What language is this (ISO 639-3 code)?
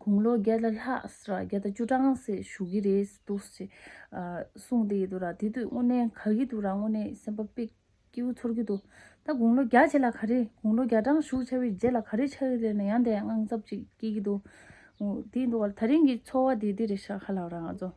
bod